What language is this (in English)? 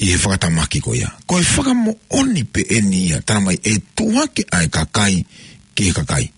Tongan